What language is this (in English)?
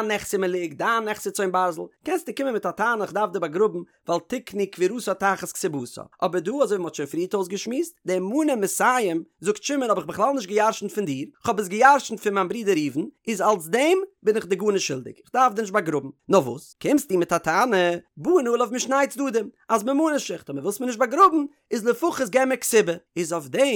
Yiddish